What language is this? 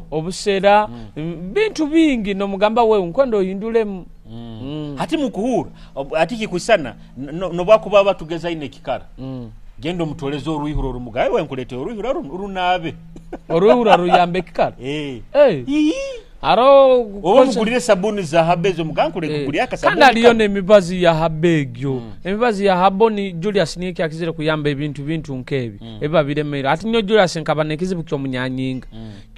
Nyoro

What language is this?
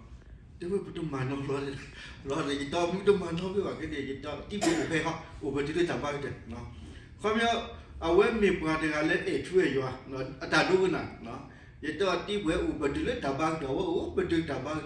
S'gaw Karen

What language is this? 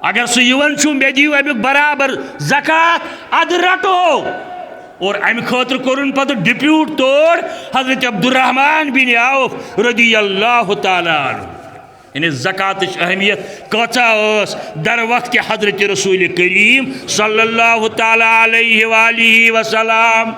Kashmiri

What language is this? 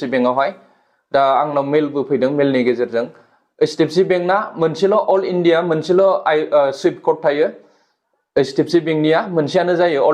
Bodo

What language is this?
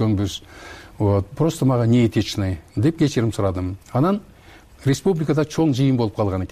Kyrgyz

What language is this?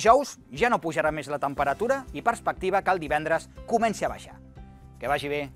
Catalan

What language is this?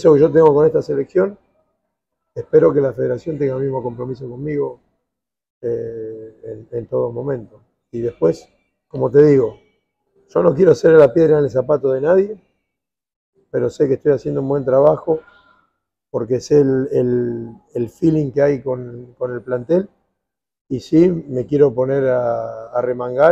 Spanish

